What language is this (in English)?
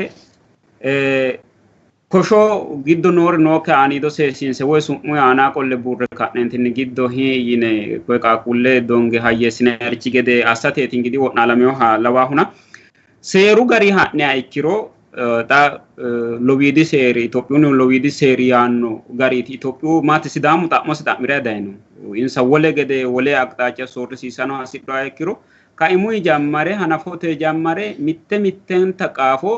Sidamo